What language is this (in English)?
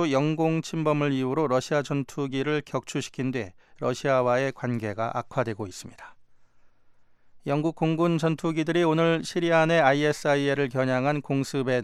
Korean